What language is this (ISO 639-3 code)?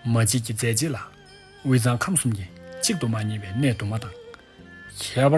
bod